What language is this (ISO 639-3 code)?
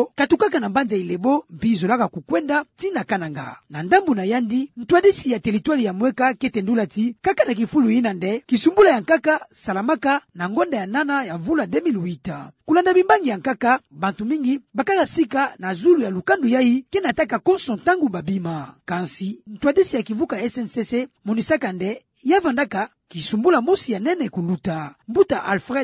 ktu